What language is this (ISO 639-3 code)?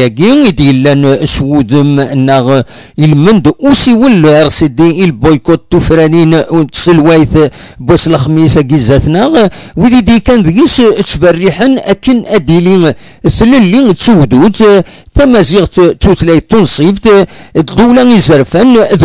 kab